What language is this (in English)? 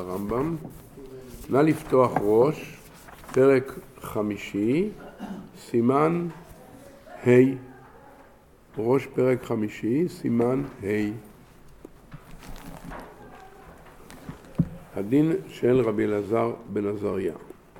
Hebrew